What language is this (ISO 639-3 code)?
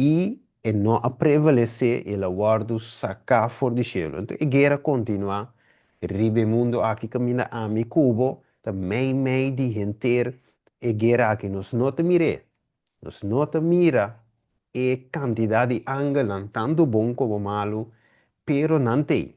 pap